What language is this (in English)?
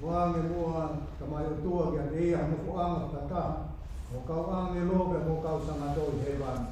Tongan